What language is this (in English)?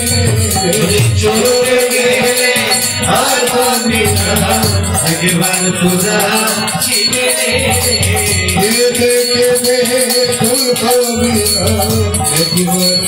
Bangla